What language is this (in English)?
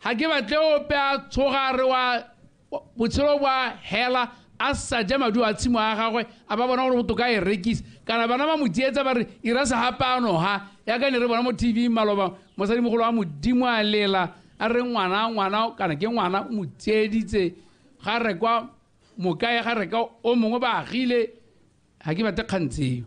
Tswana